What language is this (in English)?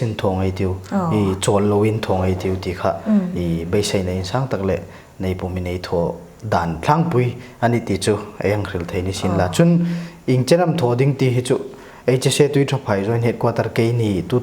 Hmar